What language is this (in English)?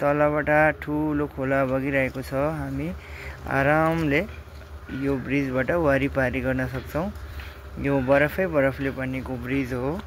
Nepali